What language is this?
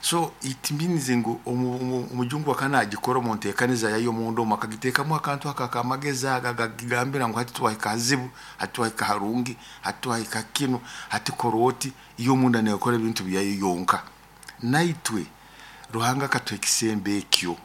Nyoro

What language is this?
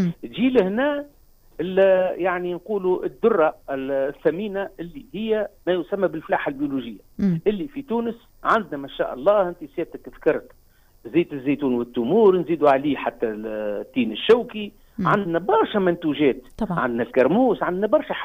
Tunisian Arabic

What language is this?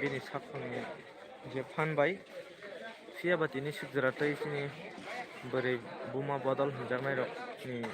Kok Borok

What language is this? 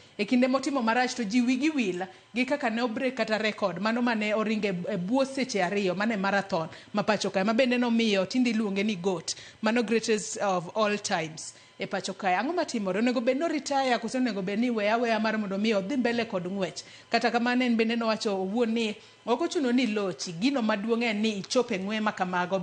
Luo (Kenya and Tanzania)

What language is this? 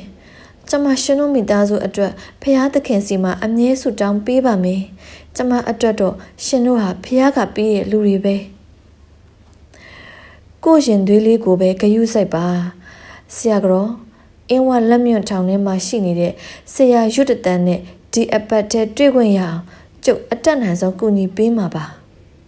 Burmese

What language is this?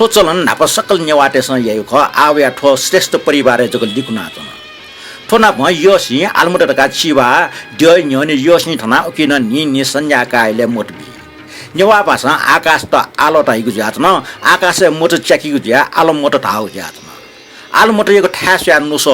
Newari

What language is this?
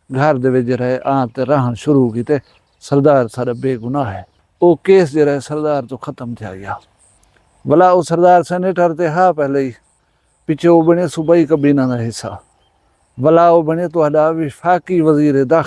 Saraiki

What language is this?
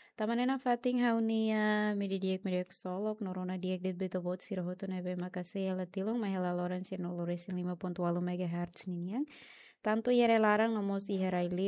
Tetum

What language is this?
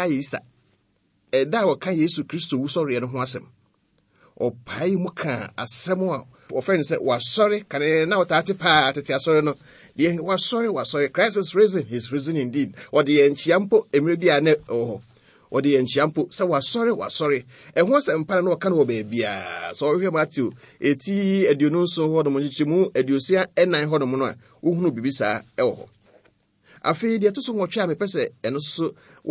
Akan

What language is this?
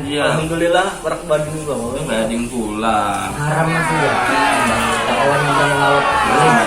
Banjar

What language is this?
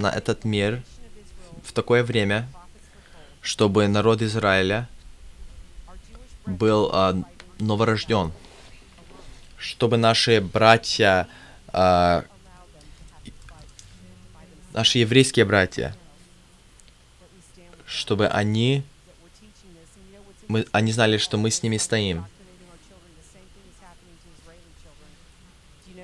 Russian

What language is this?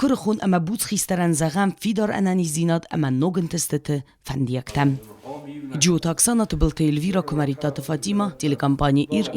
Ossetic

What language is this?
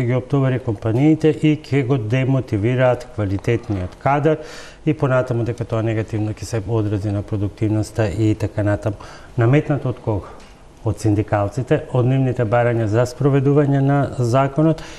Macedonian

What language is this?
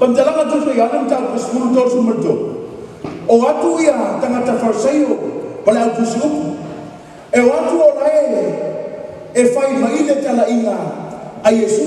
Samoan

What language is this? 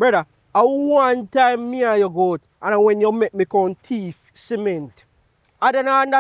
Jamaican Creole English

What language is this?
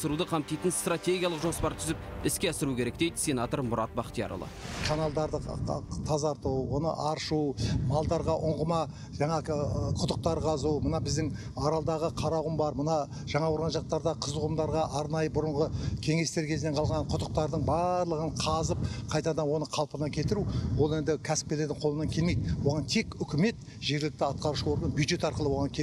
Kazakh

